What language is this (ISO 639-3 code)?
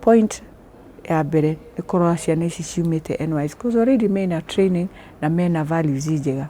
kik